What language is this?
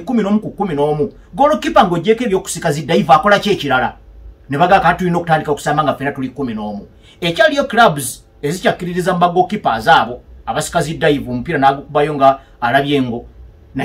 Ganda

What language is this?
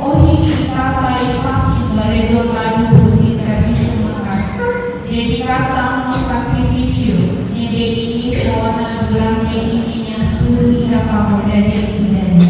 Tetum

